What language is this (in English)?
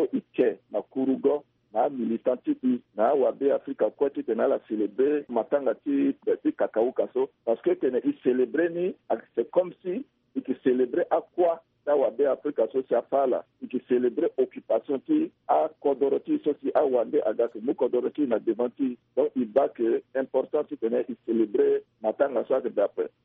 Sango